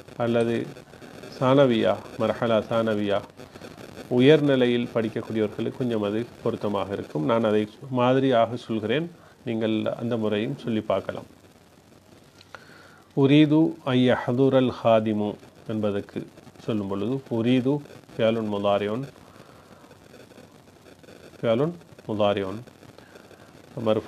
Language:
Tamil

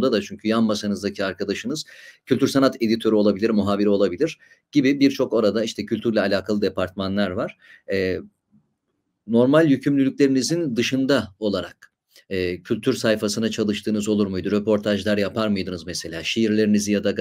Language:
Turkish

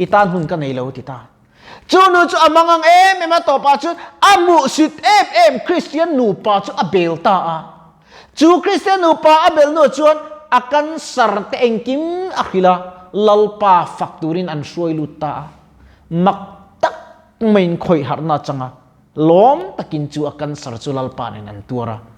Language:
Mizo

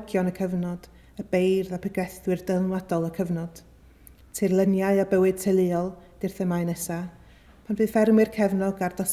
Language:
Welsh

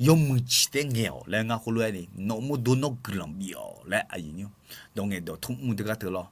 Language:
Akha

